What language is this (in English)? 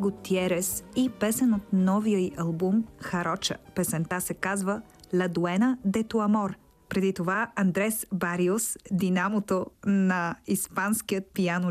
Bulgarian